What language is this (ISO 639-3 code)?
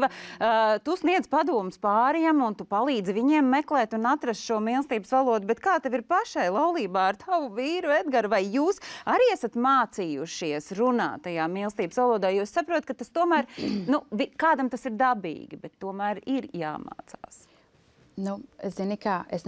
lav